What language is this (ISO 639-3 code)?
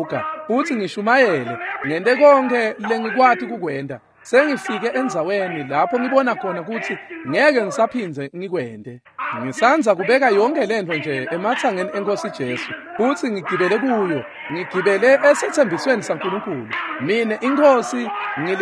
ssw